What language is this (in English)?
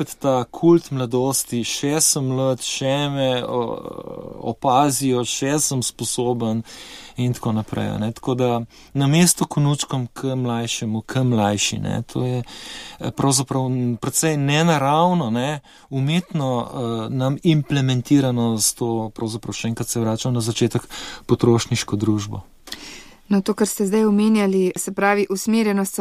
Slovenian